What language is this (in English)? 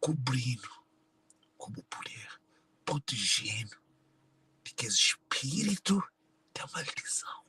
Kabuverdianu